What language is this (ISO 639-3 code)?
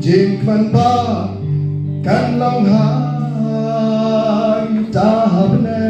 kha